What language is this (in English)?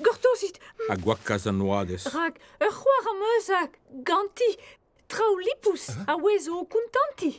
Breton